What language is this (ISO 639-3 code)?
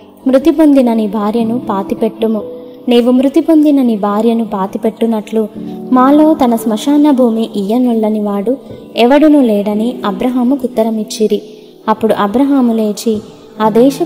tel